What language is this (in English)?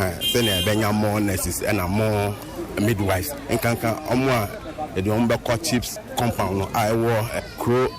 Akan